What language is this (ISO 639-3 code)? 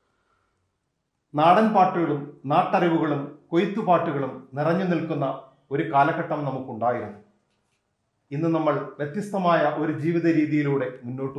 mal